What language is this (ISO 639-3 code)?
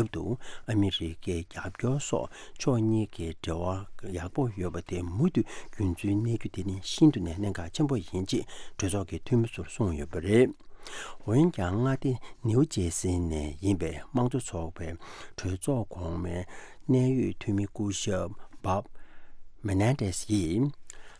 bod